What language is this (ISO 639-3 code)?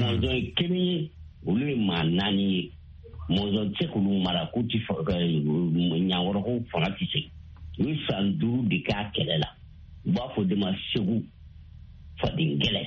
bam